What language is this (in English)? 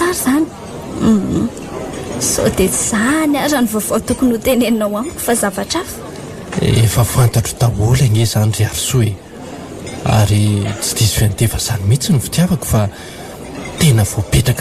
Malagasy